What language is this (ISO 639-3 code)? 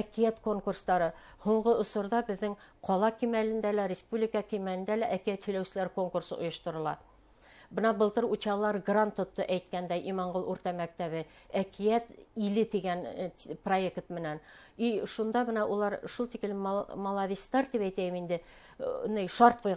bak